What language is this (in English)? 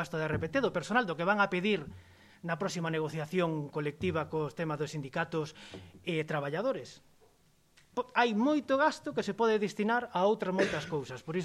Galician